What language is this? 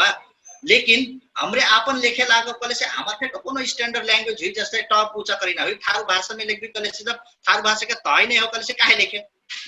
Dangaura Tharu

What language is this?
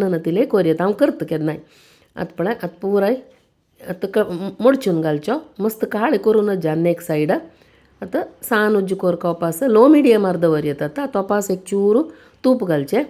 Konkani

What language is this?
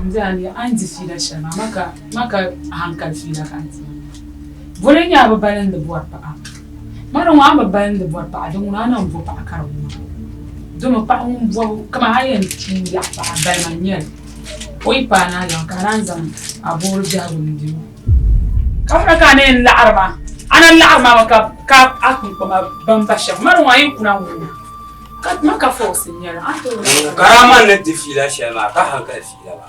Dagbani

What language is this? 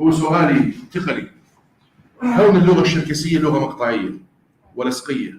North Levantine Arabic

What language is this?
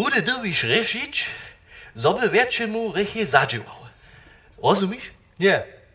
Upper Sorbian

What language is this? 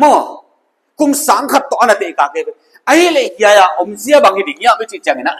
Paite Chin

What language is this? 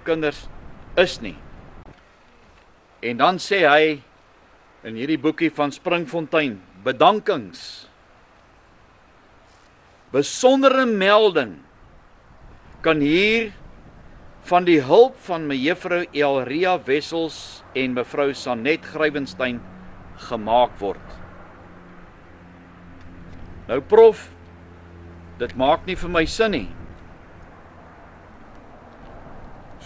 Afrikaans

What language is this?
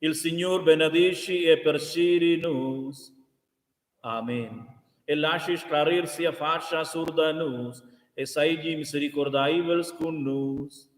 Romansh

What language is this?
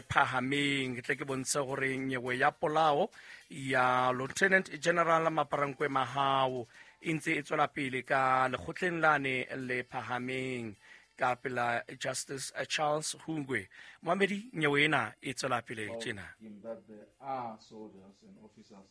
Southern Sotho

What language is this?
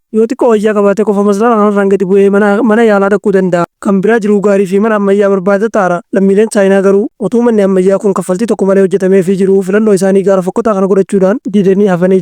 Oromo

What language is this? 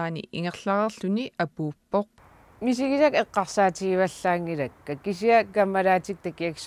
Kalaallisut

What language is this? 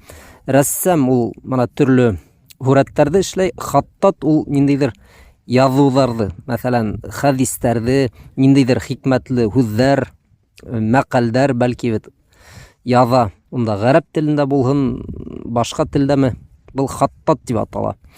Bashkir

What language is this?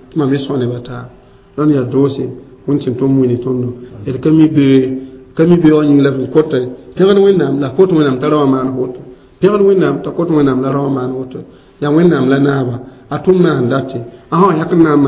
Mossi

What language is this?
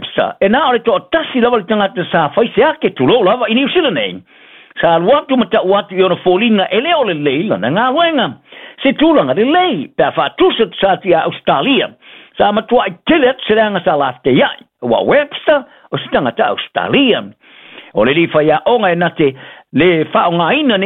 Samoan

